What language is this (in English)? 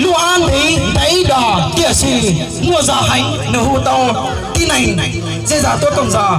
Hmong